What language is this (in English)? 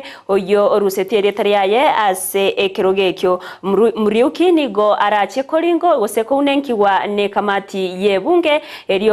Gusii